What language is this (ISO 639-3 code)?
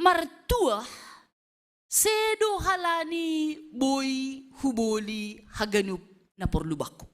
bts